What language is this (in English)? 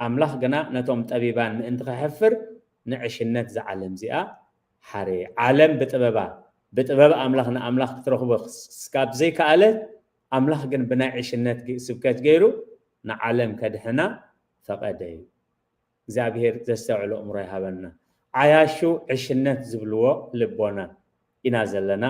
Tigrinya